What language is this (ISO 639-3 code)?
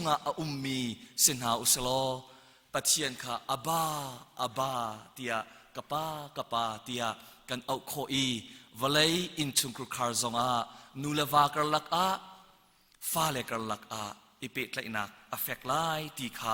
cnh